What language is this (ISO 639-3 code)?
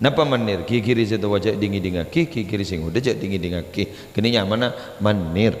mad